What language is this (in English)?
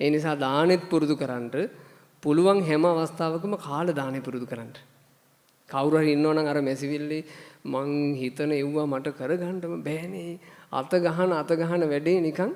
Sinhala